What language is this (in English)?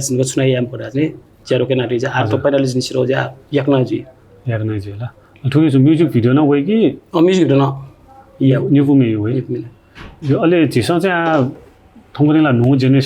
Newari